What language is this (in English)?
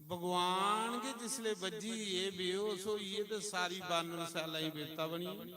Dogri